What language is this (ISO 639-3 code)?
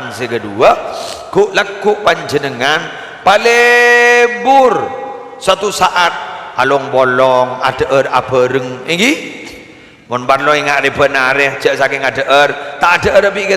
mad